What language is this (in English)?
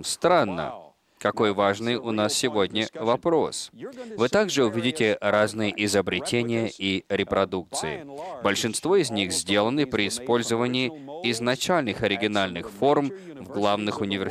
Russian